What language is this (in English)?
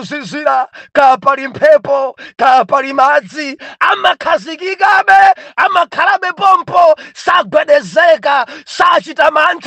Nyanja